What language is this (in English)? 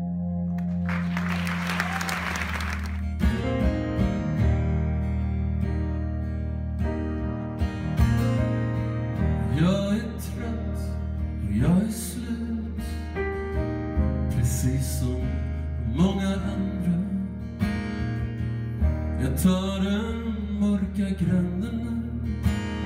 Swedish